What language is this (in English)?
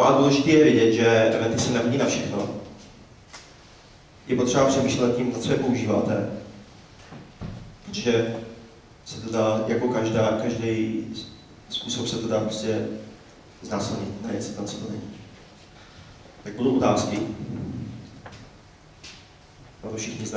Czech